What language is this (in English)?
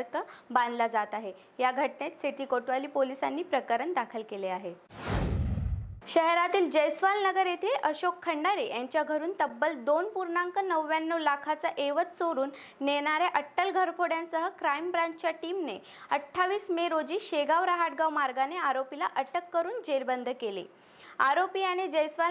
Marathi